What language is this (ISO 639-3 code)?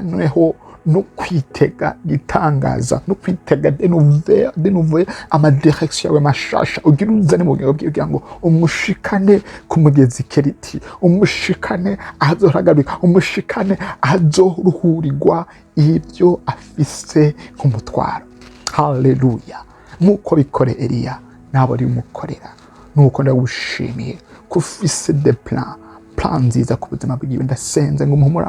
run